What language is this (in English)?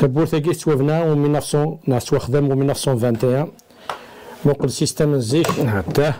Kabyle